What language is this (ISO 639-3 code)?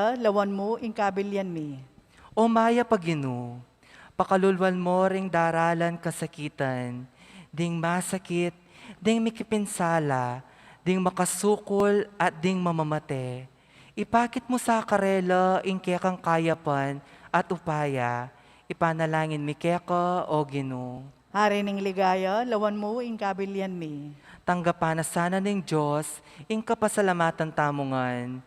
pam